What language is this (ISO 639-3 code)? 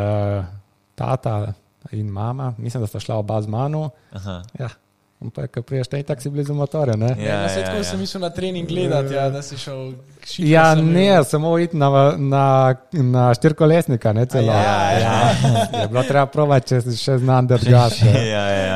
slv